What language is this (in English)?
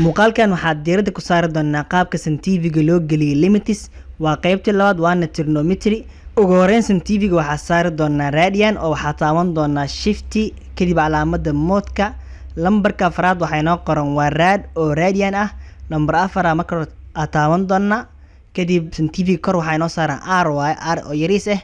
Somali